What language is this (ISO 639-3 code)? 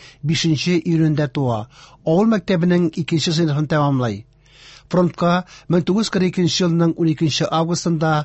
tat